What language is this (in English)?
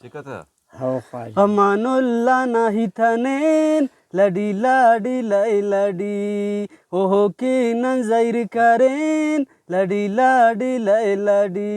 Brahui